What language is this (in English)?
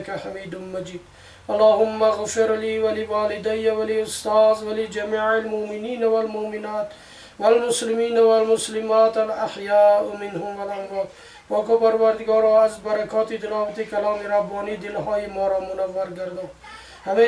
Tajik